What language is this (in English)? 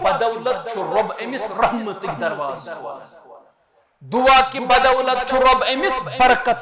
Kashmiri